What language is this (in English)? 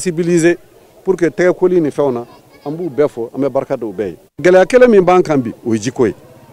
Bambara